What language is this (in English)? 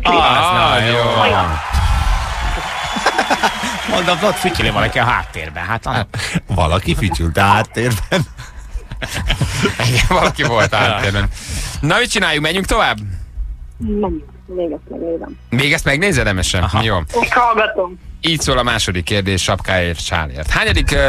Hungarian